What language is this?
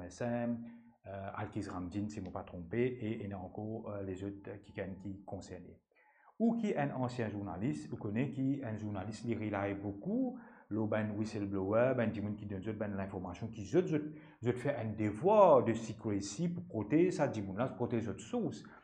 Morisyen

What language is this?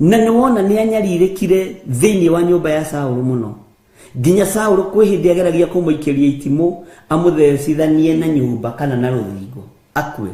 Kikuyu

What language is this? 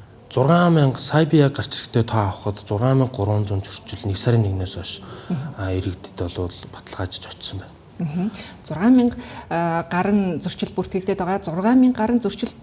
Mongolian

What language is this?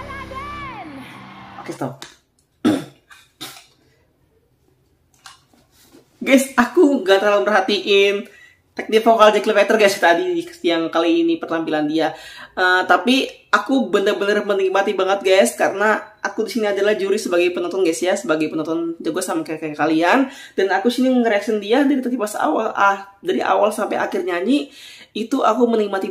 Indonesian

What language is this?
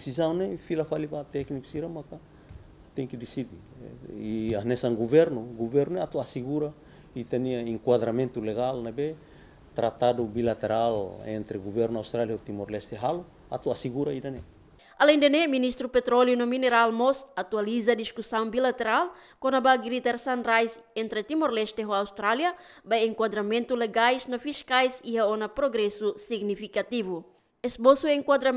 Tetum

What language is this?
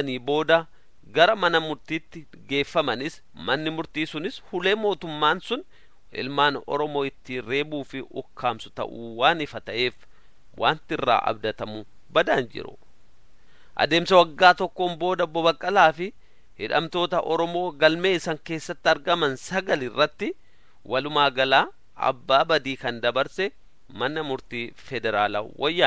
Oromo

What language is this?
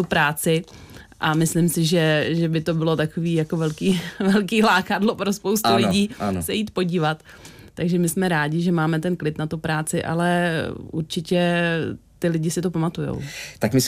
Czech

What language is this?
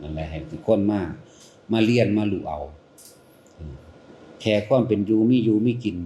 Northeastern Thai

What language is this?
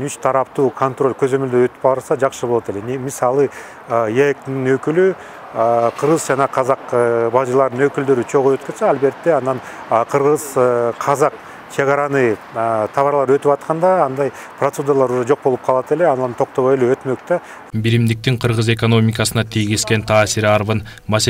Kyrgyz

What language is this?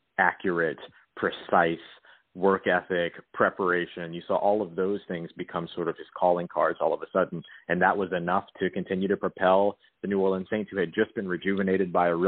English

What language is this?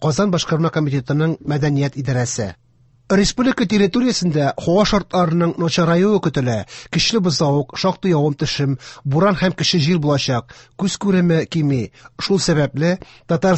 Tatar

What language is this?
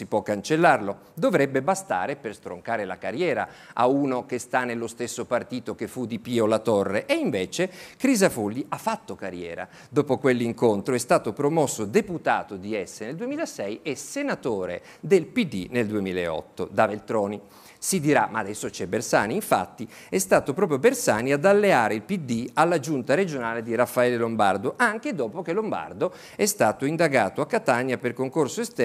Italian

